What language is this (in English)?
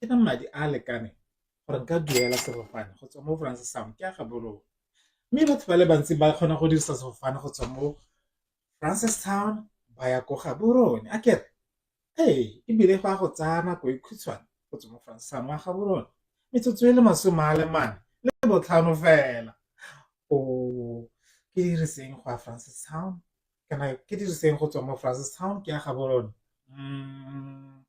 Tswana